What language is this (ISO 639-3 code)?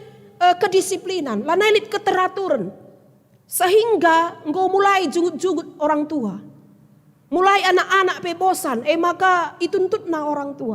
btx